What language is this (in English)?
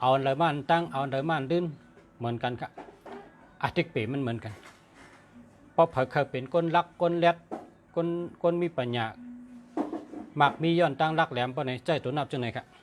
Shan